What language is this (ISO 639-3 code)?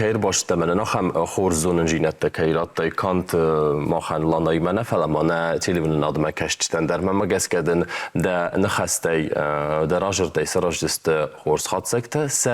oss